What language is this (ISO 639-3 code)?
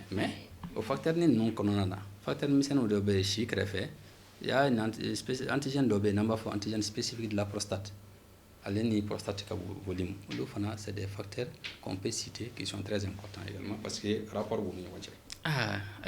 bam